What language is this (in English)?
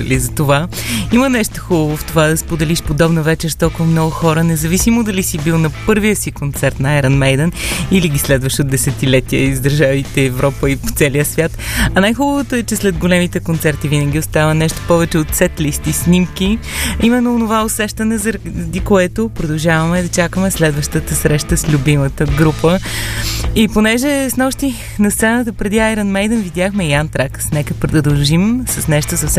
Bulgarian